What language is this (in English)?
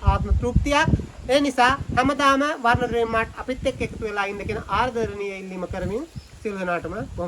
Sinhala